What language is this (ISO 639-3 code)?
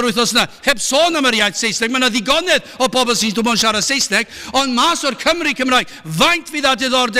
cym